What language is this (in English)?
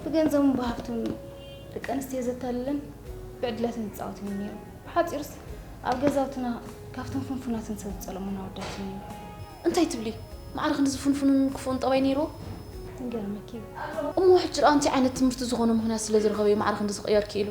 Tigrinya